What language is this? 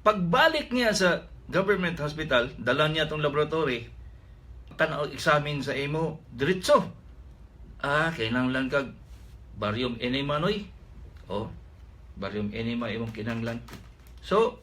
Cebuano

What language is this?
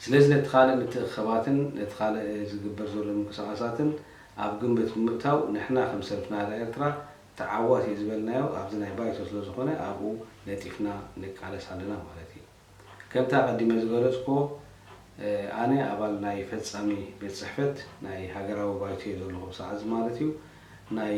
Tigrinya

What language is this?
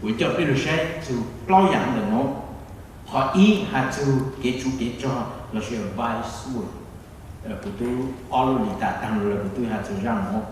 Hmong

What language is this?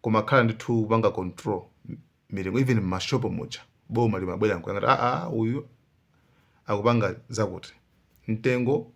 Nyanja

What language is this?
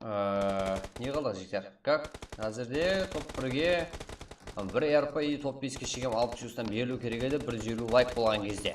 Kara-Kalpak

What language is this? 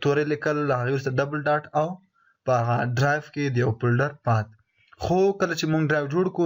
Pashto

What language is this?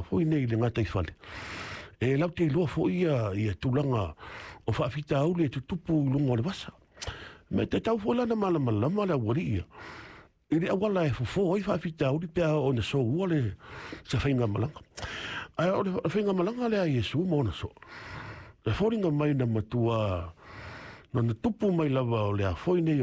Samoan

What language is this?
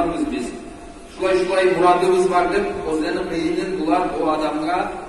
Kumyk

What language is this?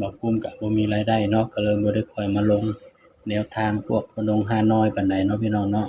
Northeastern Thai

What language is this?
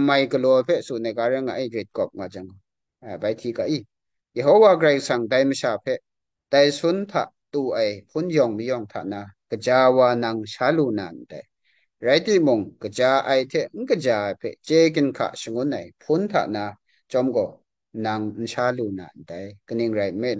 Kachin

